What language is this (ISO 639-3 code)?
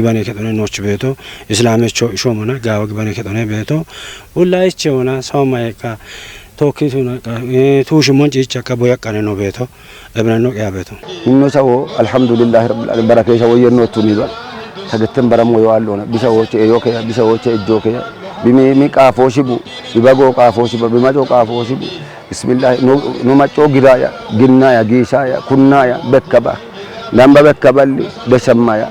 kbr